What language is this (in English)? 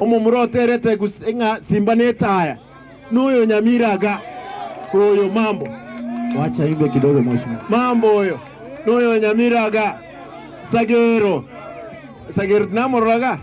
Gusii